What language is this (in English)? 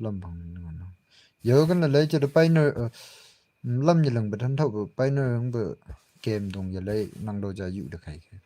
Naga Pidgin